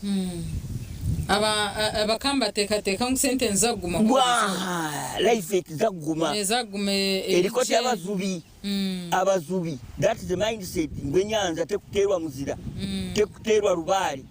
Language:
Nyankole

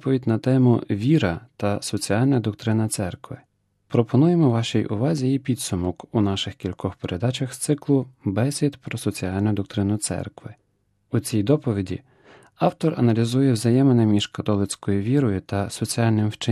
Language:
Ukrainian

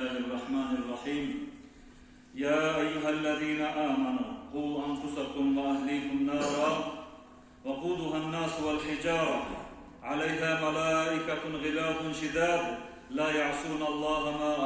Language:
Kumyk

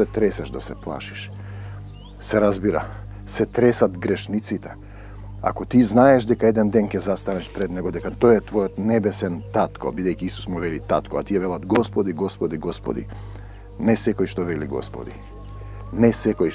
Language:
Macedonian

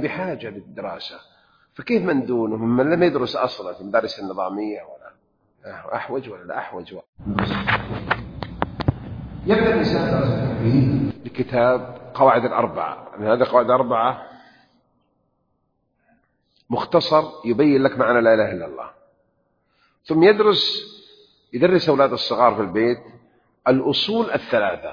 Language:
Arabic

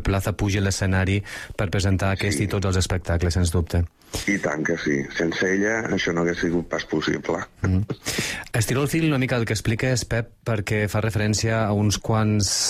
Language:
Catalan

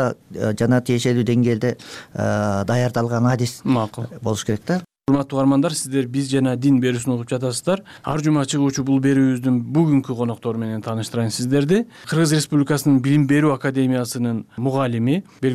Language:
Kyrgyz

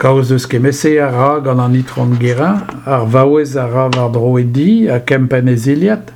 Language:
Breton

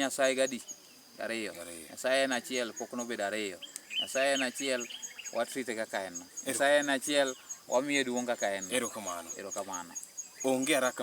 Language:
Luo (Kenya and Tanzania)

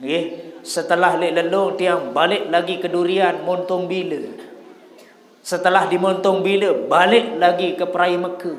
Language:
Sasak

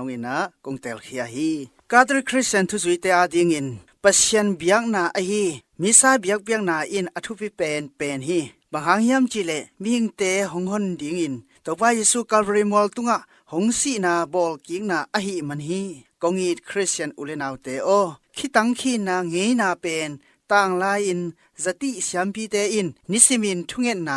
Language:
Tedim Chin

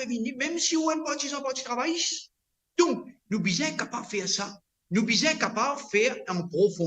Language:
Morisyen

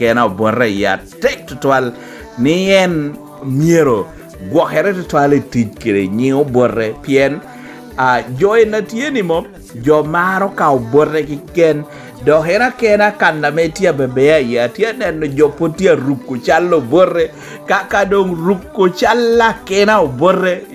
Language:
Lango (Uganda)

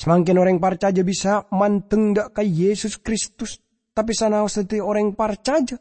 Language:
Madurese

